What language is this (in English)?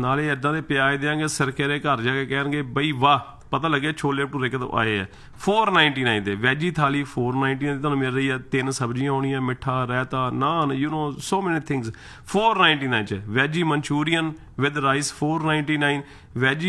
Punjabi